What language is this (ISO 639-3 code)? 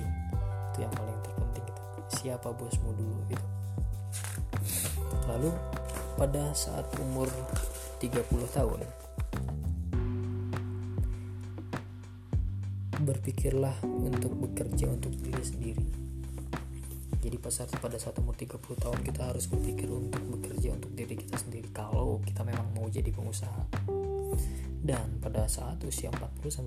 ind